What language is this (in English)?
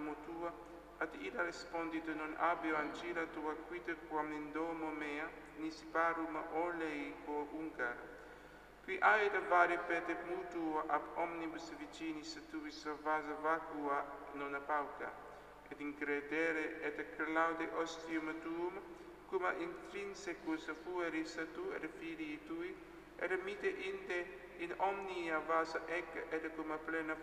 Latin